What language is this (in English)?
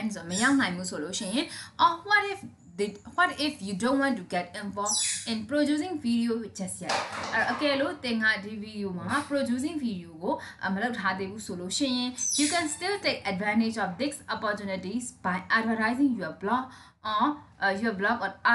Burmese